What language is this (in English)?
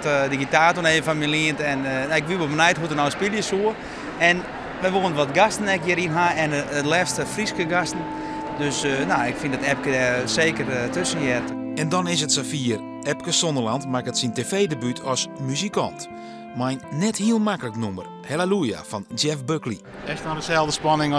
Western Frisian